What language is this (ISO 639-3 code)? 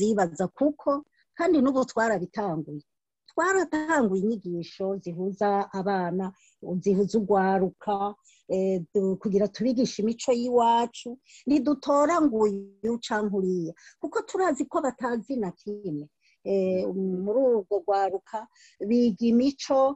run